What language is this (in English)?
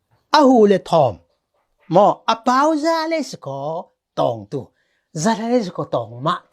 Falam Chin